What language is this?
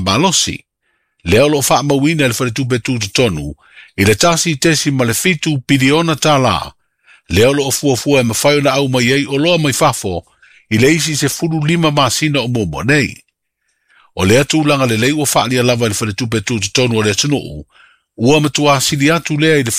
Samoan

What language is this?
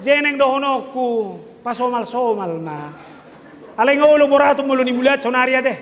Batak Toba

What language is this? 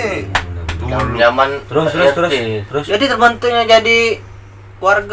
Musi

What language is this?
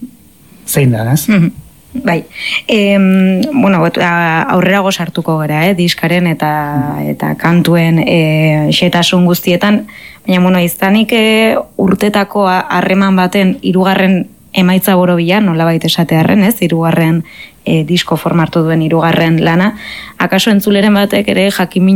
Basque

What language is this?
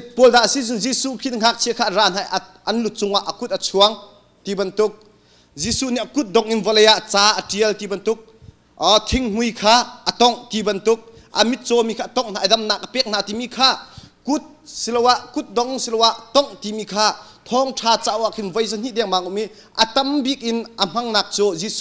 Hakha Chin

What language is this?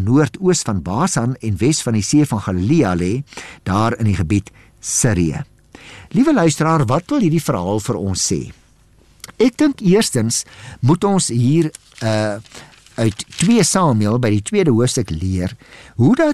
Afrikaans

